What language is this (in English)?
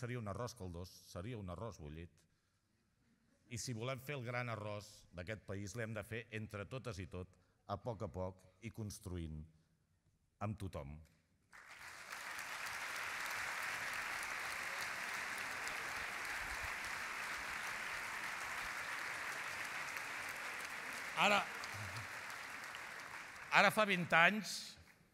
Catalan